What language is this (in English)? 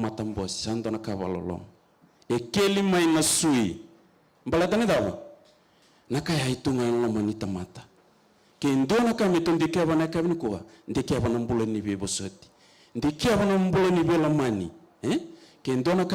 Fijian